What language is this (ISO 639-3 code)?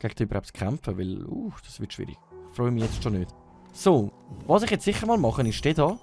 gsw